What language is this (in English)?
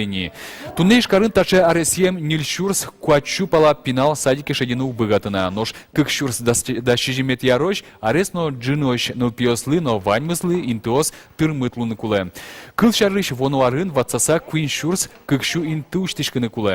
Udmurt